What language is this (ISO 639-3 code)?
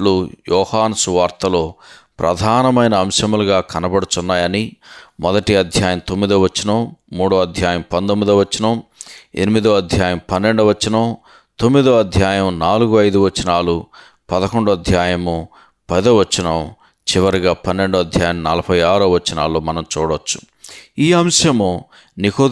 tel